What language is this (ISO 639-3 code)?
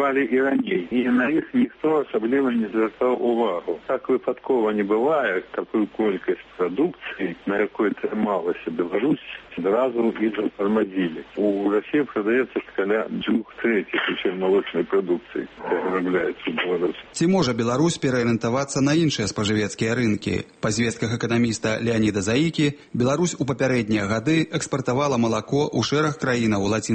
bel